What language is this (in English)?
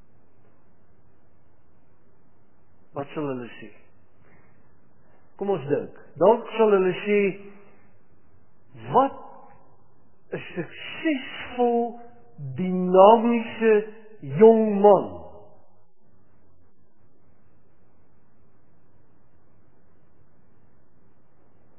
Afrikaans